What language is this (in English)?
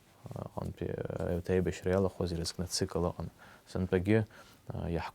Abkhazian